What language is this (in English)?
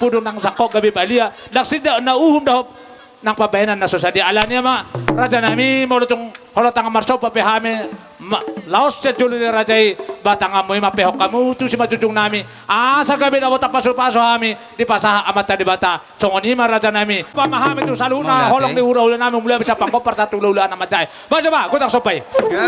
Batak Toba